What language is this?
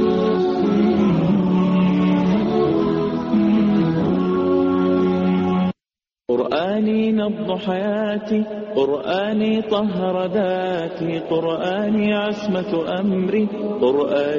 Urdu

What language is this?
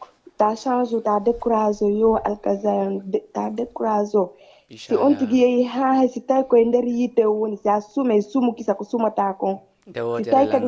Fula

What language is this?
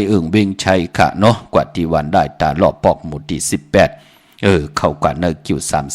Shan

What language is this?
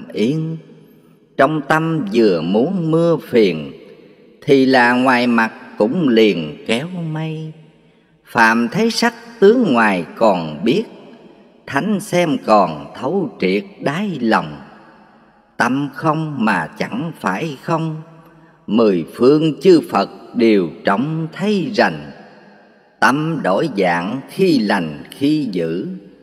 Vietnamese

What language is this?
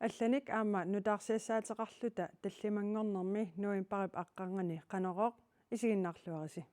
Kalaallisut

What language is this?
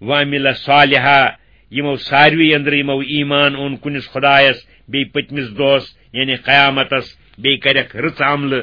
Kashmiri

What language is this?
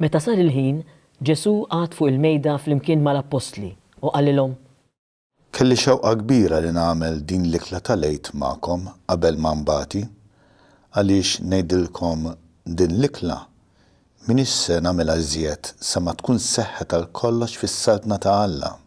Maltese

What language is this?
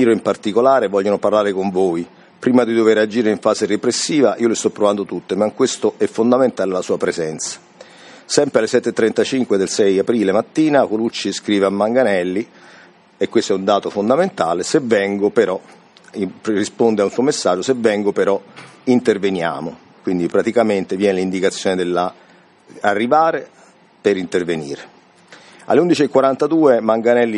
Italian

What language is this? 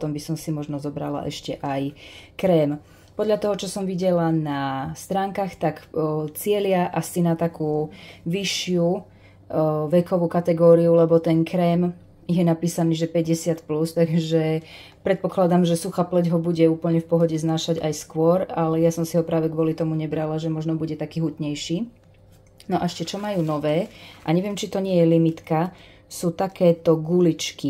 Slovak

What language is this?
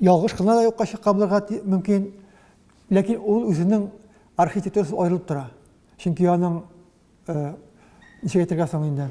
Tatar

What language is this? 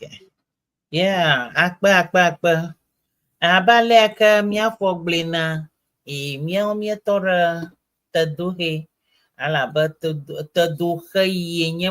Ewe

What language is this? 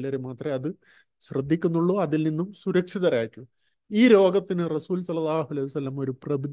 Malayalam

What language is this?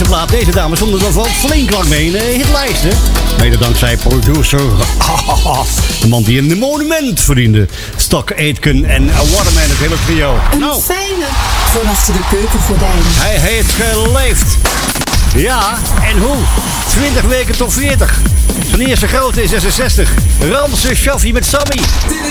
Dutch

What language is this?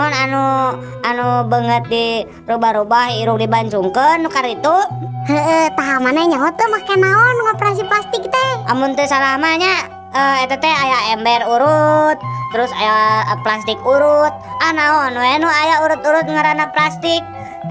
Sundanese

